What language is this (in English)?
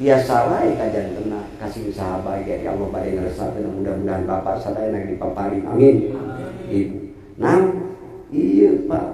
Sundanese